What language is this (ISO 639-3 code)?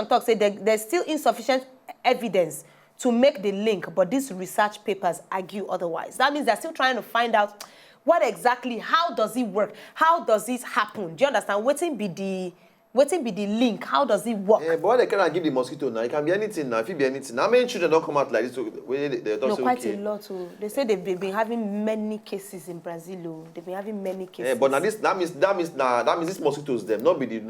pcm